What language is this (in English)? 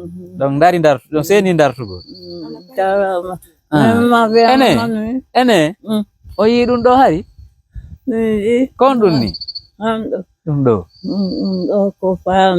Pular